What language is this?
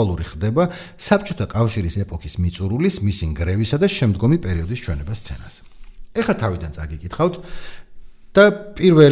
Georgian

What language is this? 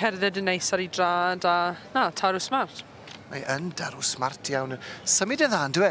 Welsh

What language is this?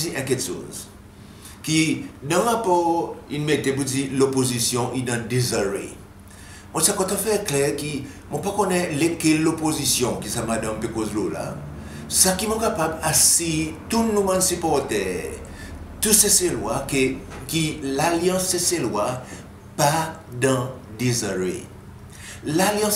Seselwa Creole French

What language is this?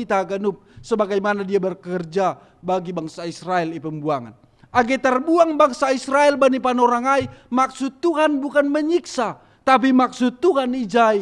Batak Simalungun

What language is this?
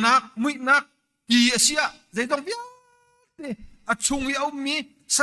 Hakha Chin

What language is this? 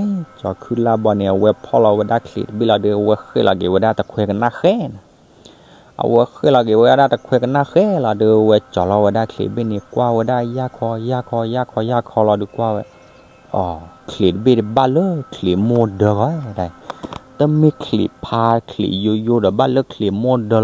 S'gaw Karen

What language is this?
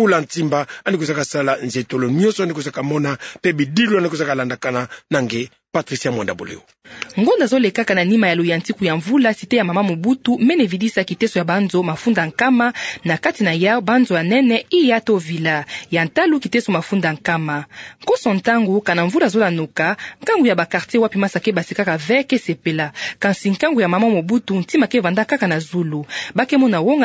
Kituba (Democratic Republic of Congo)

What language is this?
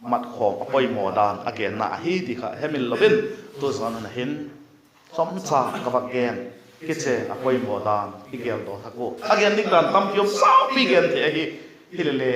Vaiphei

